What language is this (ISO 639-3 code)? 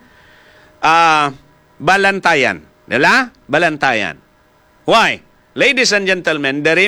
hil